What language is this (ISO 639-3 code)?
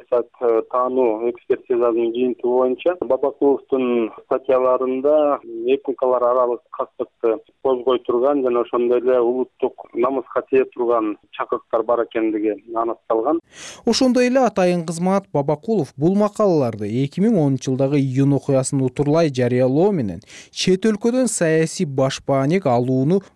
kir